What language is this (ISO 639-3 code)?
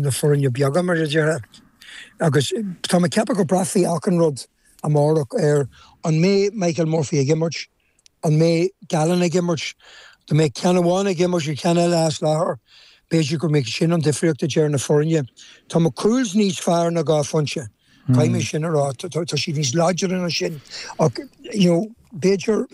gle